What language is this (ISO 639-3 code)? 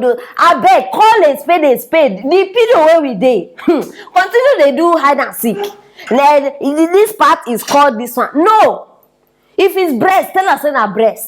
pcm